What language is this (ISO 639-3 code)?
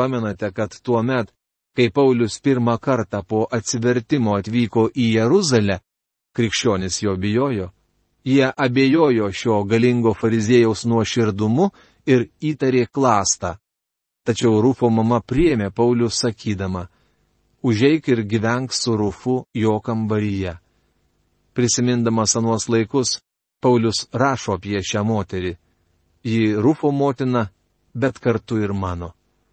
lit